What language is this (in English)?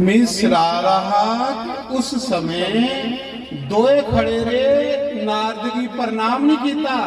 Dogri